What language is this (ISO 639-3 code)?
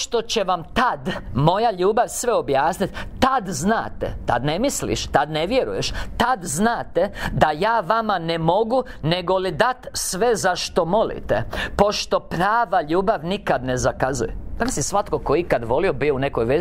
hrv